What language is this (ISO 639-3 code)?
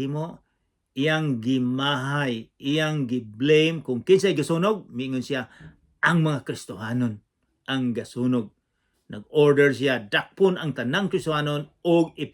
ceb